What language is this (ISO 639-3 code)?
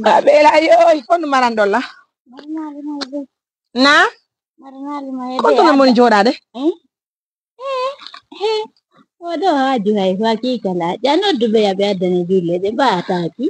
fuf